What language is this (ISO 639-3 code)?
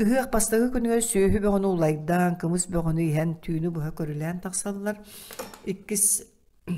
sah